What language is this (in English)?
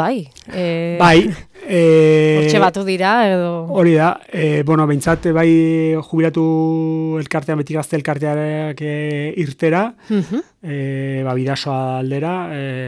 Basque